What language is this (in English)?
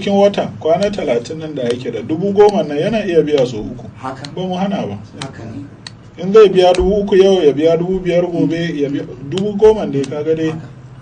Hausa